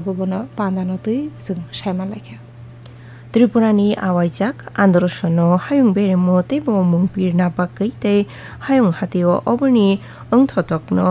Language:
Kok Borok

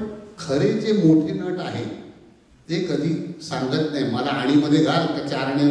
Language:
Marathi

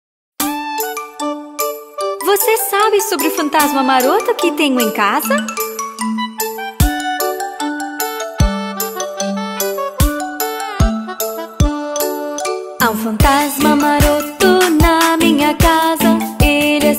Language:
Portuguese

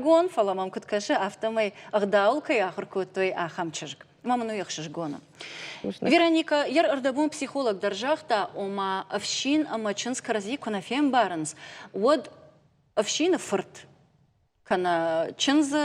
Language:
Ossetic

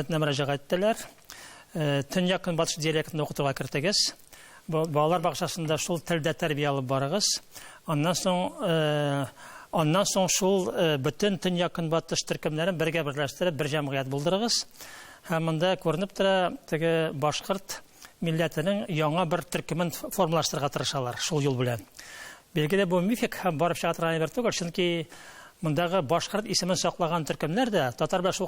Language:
Tatar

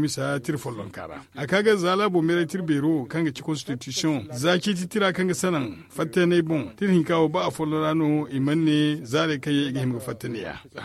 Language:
Zarma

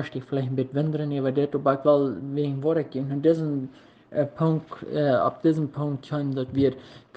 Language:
Plautdietsch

